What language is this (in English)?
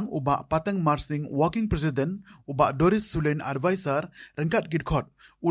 Khasi